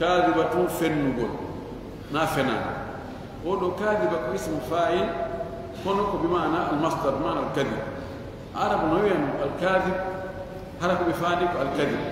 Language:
Fula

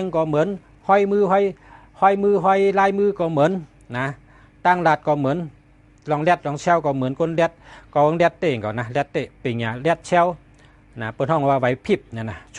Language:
Shan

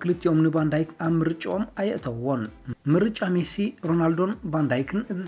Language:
Tigrinya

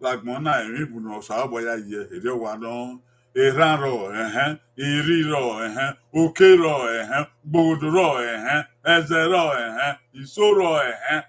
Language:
Bini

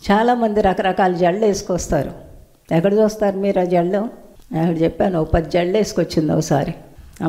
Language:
Telugu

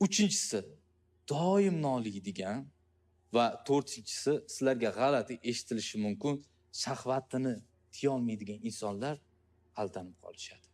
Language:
Uzbek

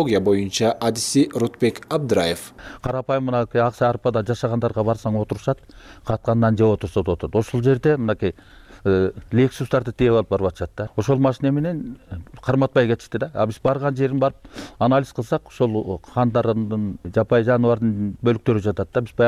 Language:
Kyrgyz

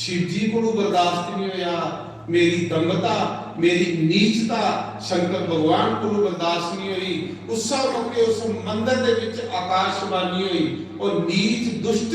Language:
Dogri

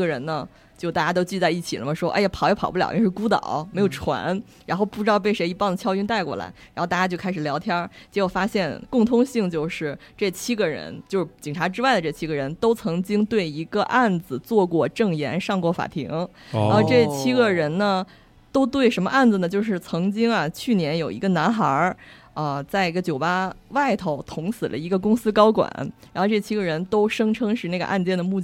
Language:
Chinese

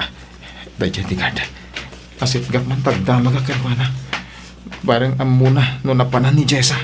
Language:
Iloko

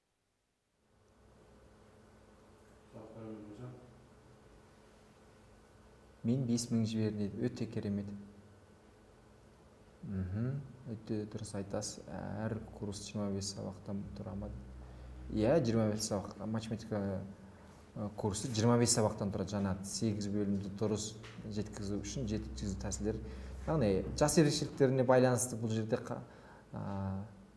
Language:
Kazakh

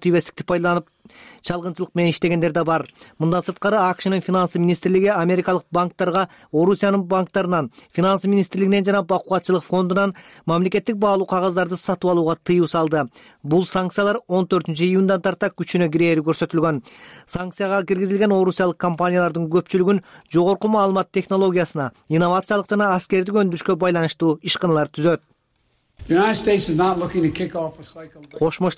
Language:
Kyrgyz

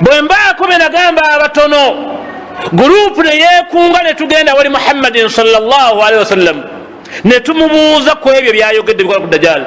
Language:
Ganda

